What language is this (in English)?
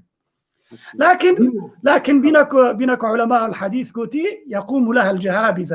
Kurdish